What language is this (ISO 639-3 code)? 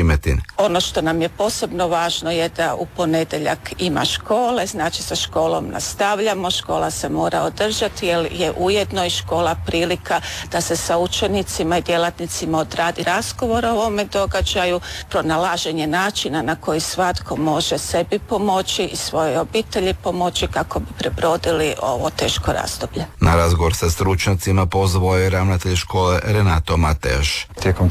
hrv